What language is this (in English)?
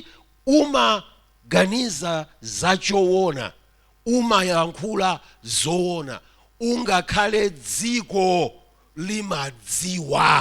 Nyanja